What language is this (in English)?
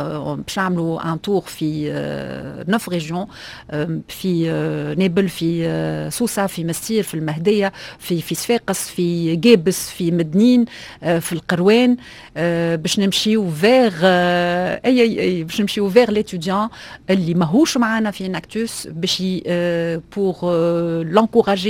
Tunisian Arabic